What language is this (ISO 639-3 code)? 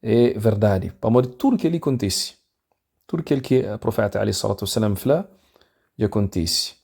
kea